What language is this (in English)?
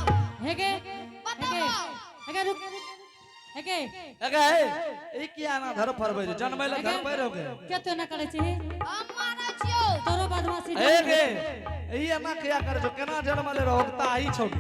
Angika